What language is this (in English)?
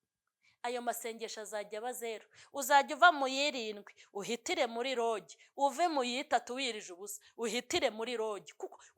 Kinyarwanda